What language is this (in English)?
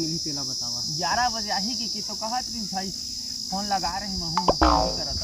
Chhattisgarhi